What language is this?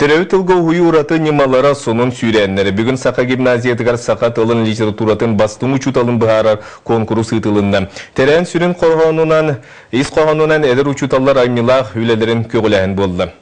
Yakut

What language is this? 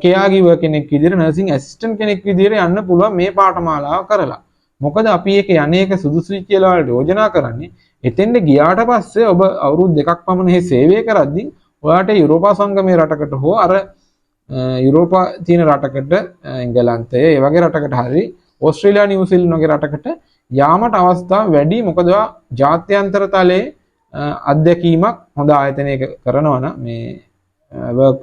Sinhala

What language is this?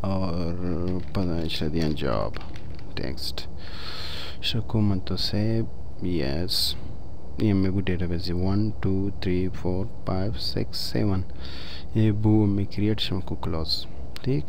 Baluchi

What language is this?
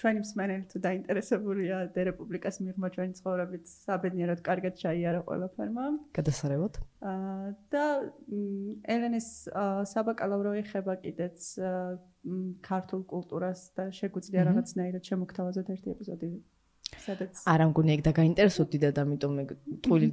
Georgian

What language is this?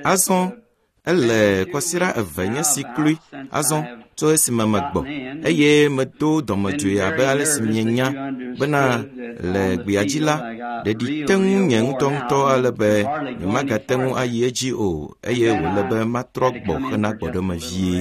Ewe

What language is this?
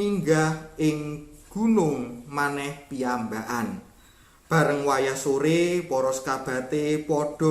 Javanese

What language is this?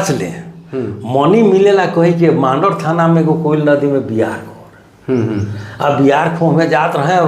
Sadri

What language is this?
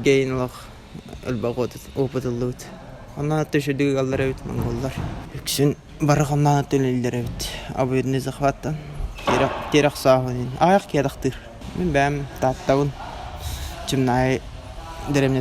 Yakut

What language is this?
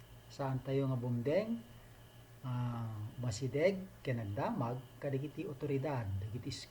Iloko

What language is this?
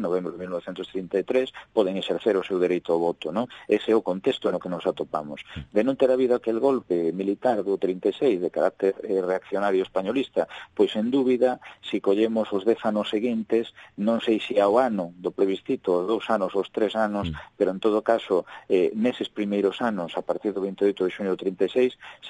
Galician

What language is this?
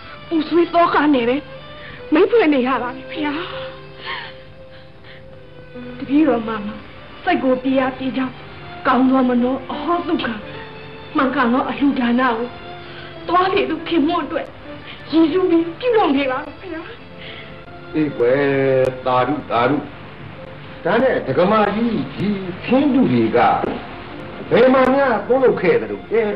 Burmese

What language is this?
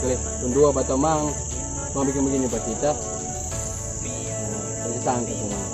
Manado Malay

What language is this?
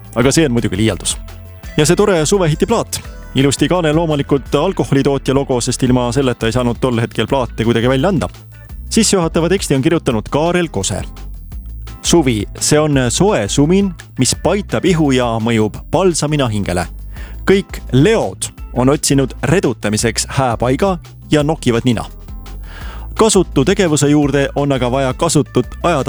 Estonian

